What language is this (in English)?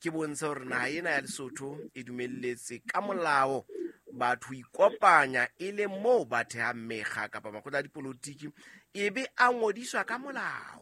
Southern Sotho